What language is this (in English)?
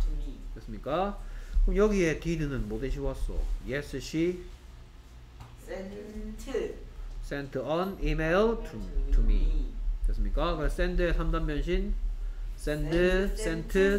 Korean